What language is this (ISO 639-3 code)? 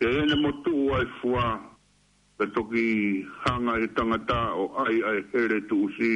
ton